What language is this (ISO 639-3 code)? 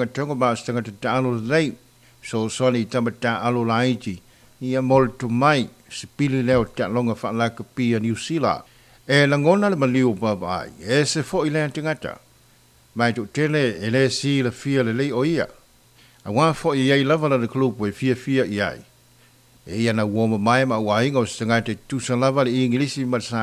smo